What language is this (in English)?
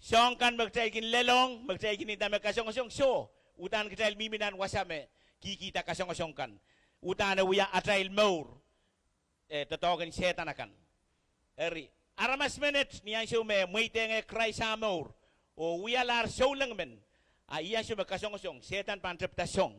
Pohnpeian